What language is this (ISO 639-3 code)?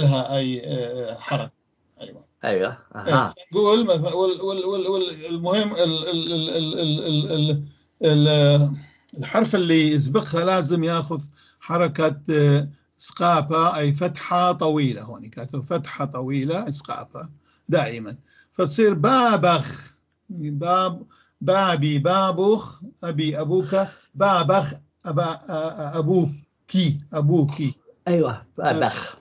apc